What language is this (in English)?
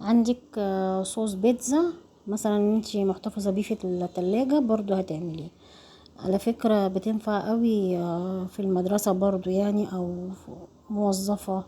Egyptian Arabic